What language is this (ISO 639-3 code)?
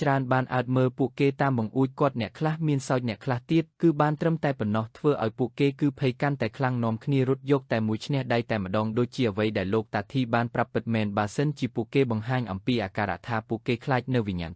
khm